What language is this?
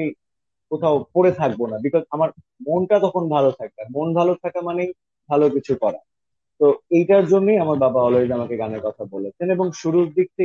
Bangla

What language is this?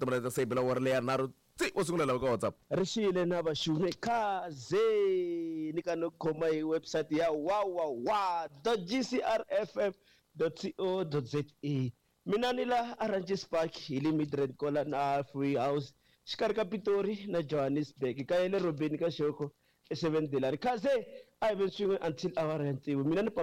Tsonga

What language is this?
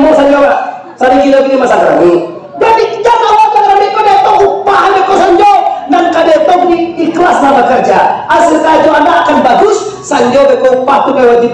Minangkabau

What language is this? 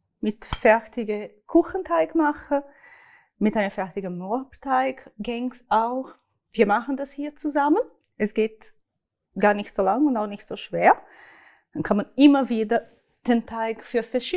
Swiss German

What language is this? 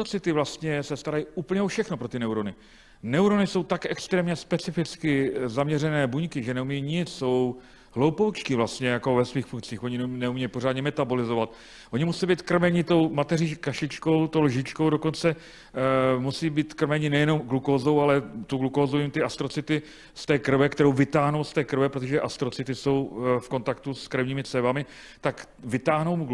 Czech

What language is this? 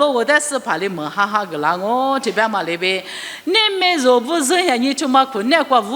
Lisu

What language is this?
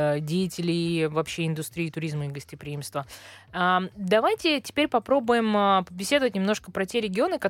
Russian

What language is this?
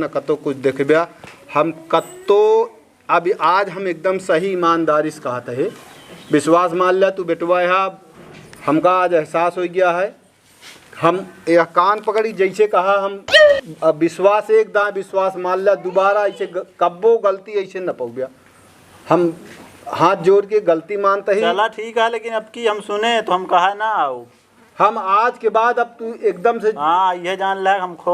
Awadhi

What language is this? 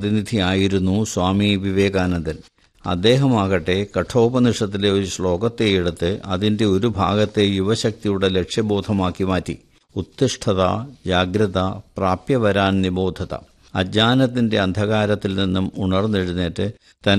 Malayalam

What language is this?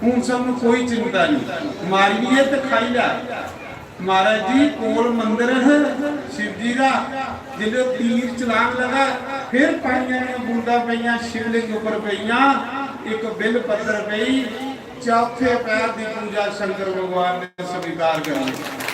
Dogri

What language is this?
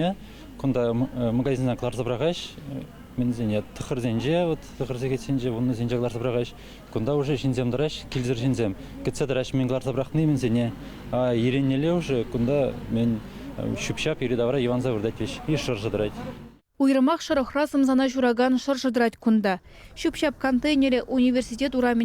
Chuvash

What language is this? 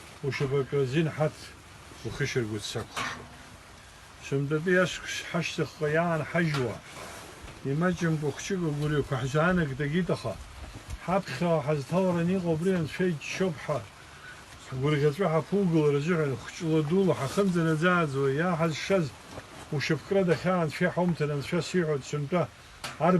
Abkhazian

